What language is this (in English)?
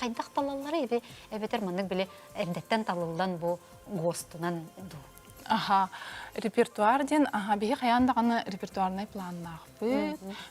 Yakut